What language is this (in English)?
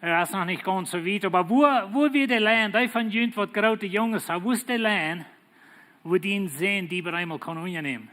Plautdietsch